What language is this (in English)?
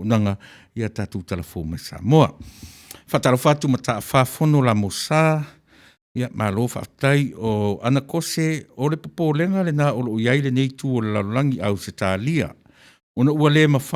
Samoan